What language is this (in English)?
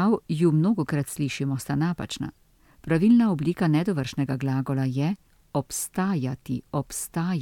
Slovenian